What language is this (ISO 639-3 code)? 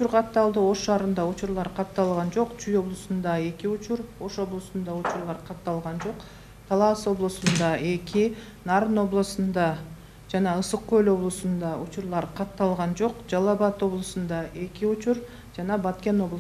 kir